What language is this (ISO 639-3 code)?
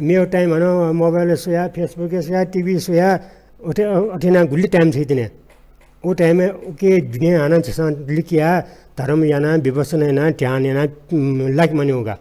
new